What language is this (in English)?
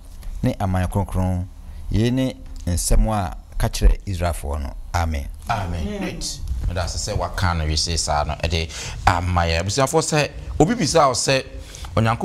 Akan